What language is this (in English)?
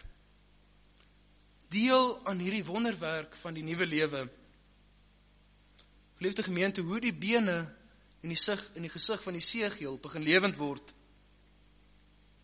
Afrikaans